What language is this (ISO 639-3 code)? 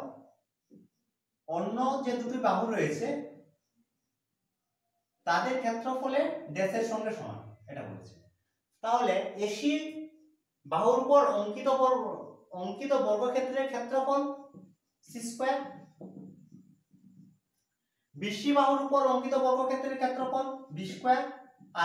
ben